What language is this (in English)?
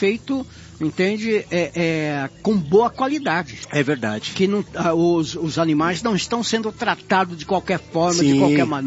Portuguese